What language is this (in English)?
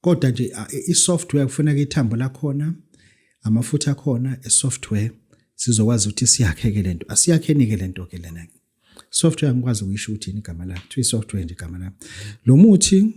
Zulu